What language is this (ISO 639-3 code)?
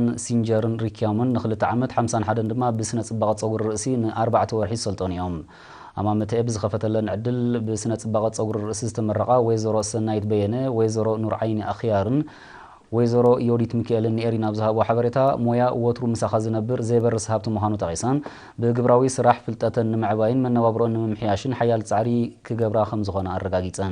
tir